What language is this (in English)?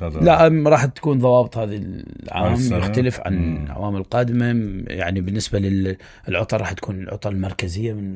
Mesopotamian Arabic